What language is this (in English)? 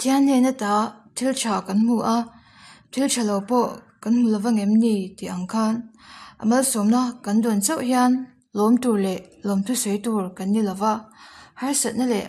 Mizo